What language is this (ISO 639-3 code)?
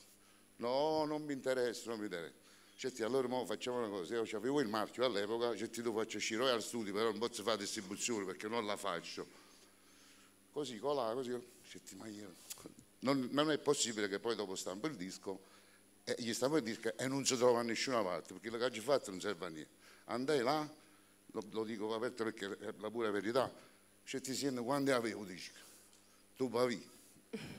ita